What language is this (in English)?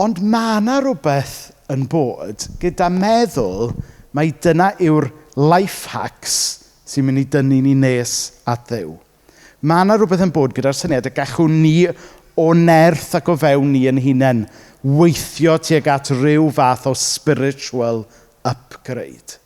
Welsh